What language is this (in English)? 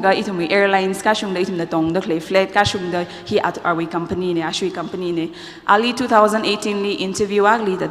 Tangkhul Naga (India)